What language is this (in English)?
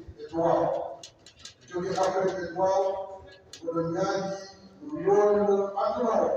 Fula